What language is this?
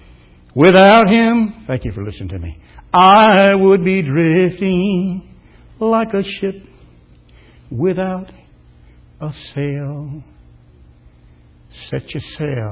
English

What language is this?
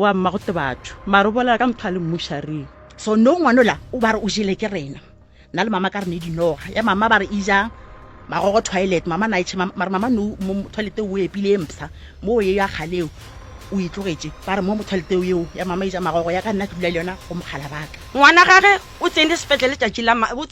Northern Sotho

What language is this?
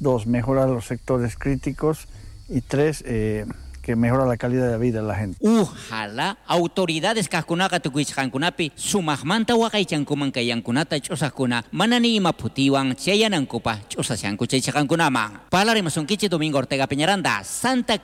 South Bolivian Quechua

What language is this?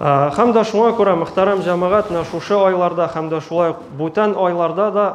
Tatar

